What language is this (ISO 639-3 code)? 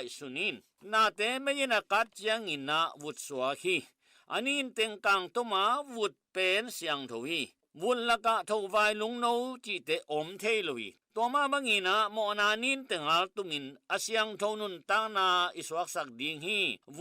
ctd